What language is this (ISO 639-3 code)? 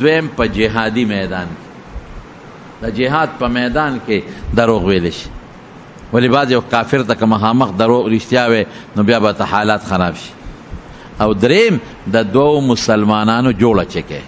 pus